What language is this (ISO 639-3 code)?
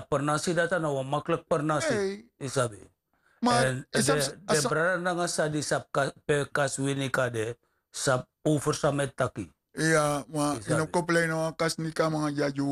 srn